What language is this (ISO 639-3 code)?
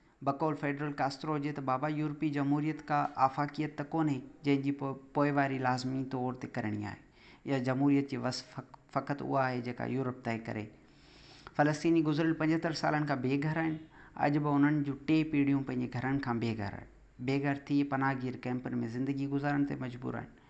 snd